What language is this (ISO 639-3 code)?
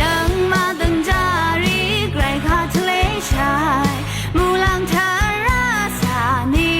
raw